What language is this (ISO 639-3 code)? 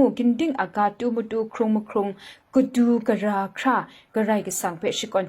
kac